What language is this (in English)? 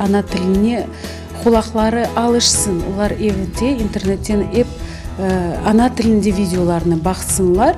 Crimean Tatar